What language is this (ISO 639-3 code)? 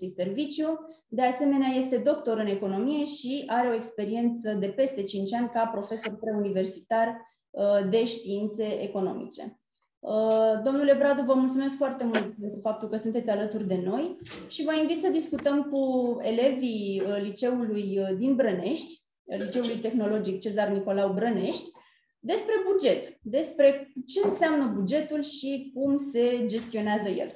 ron